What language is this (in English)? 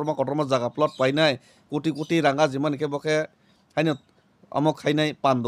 Kok Borok